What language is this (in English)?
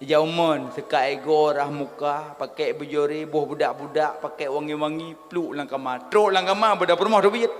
Achinese